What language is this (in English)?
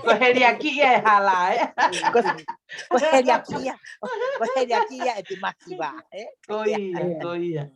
Tongan